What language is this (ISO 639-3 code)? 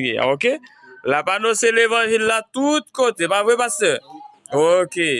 hat